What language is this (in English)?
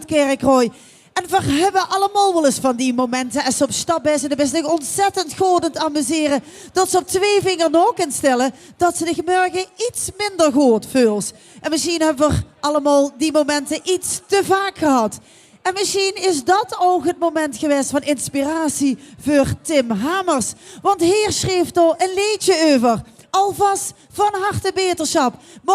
Limburgish